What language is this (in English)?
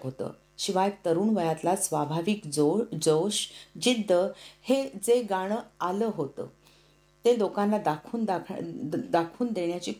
Marathi